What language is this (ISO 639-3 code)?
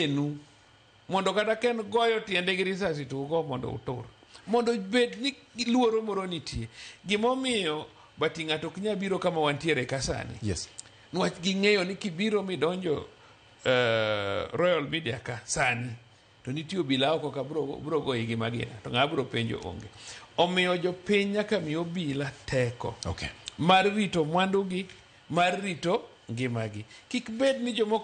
luo